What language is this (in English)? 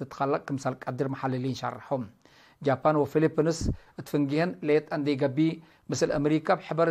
Tigre